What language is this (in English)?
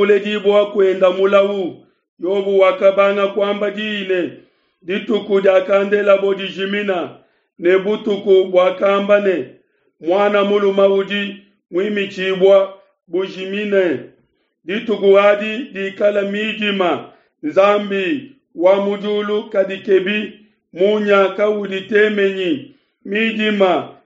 Luba-Lulua